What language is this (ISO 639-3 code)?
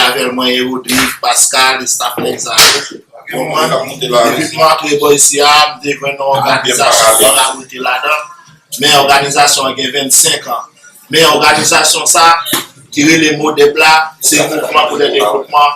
hat